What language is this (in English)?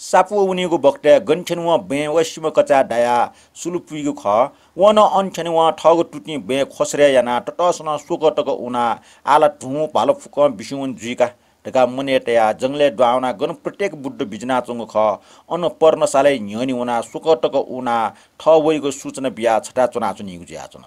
Newari